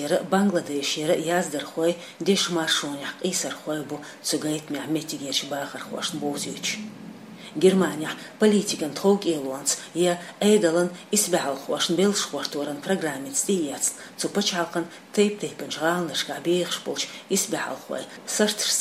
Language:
Chechen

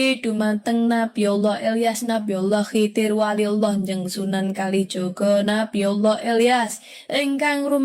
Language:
Javanese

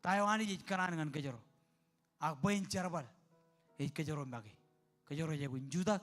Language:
Marshallese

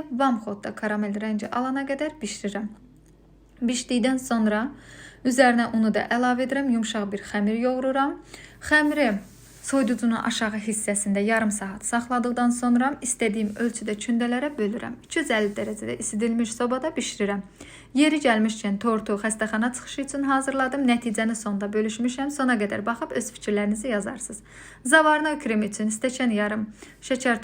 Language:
Azerbaijani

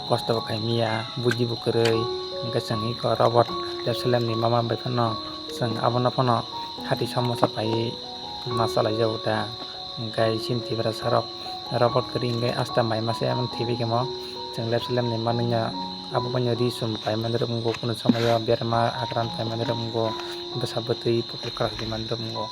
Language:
Kok Borok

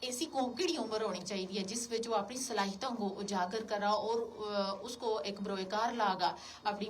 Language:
Gujari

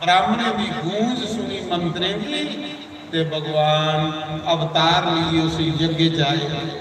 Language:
Dogri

